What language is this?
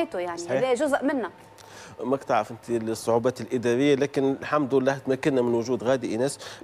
Tunisian Arabic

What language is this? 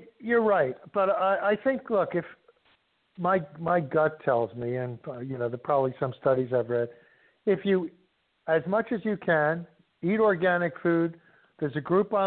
English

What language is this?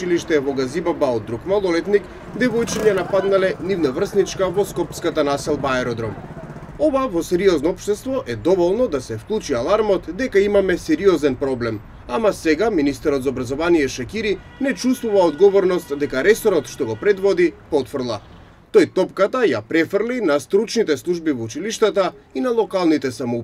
Macedonian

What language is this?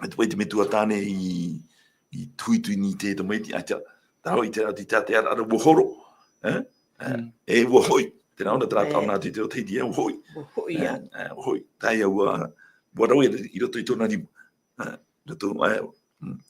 Tahitian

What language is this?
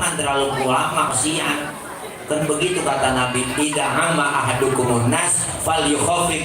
Betawi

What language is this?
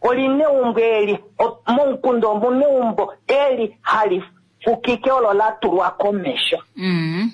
Kuanyama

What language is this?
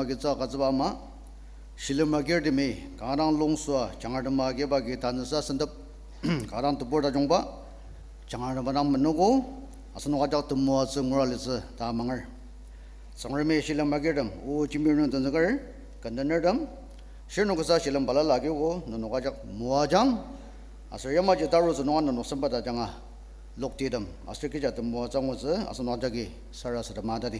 Ao Naga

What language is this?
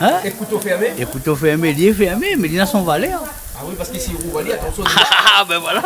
Réunion Creole French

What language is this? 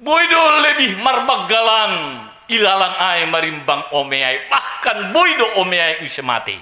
Batak Simalungun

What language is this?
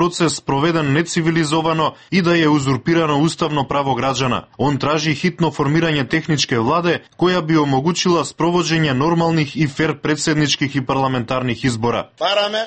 Serbian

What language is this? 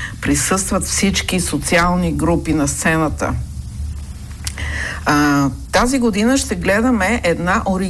Bulgarian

